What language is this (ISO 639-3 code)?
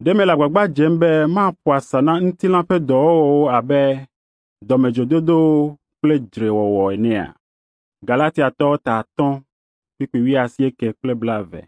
ewe